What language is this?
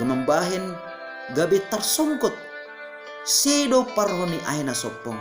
Batak Simalungun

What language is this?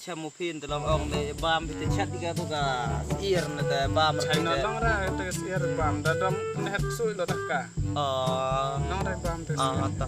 Khasi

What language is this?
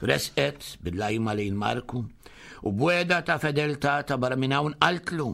Maltese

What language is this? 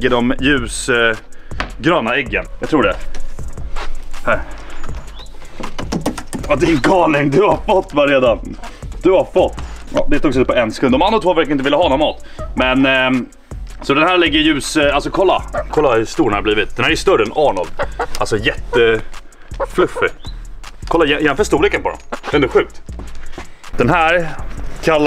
Swedish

